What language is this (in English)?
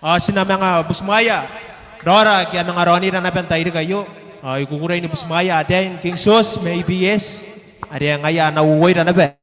Gilbertese